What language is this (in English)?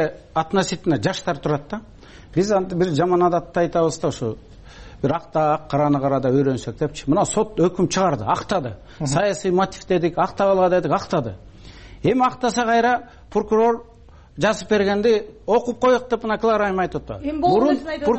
Kyrgyz